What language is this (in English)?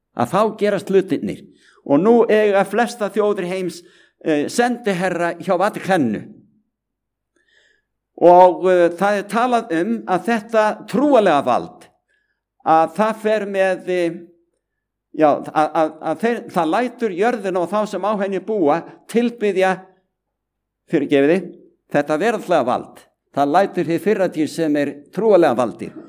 Icelandic